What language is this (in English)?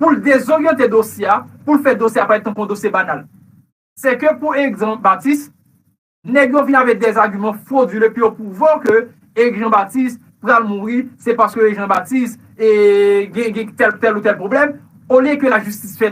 Haitian Creole